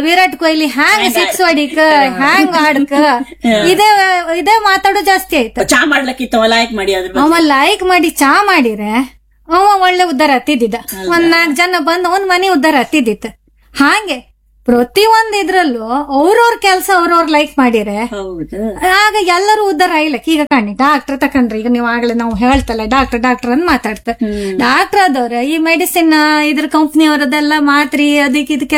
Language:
Kannada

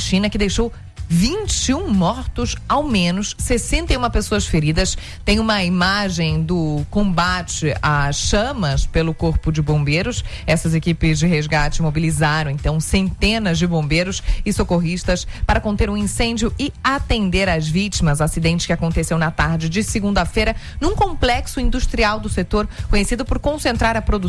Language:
Portuguese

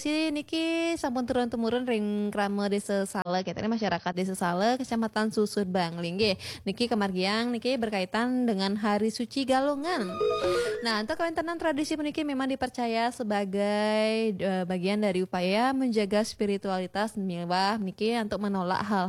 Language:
Balinese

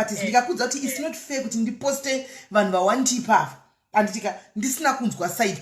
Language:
Shona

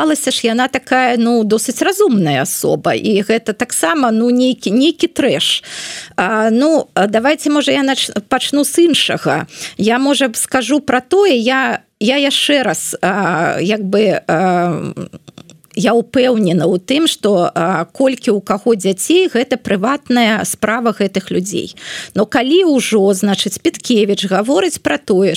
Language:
Belarusian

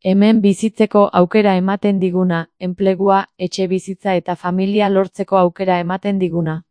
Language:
Basque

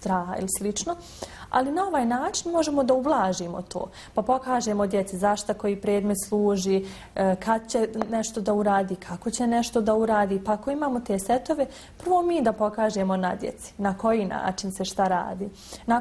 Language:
Bosnian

